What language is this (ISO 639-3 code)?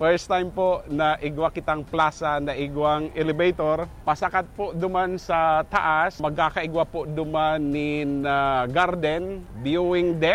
bik